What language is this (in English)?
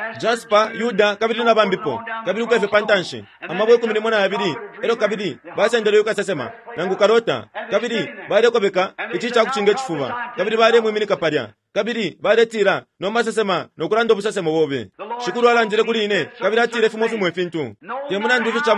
Bemba